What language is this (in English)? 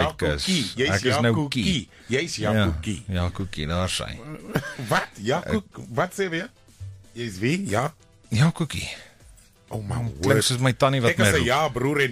Afrikaans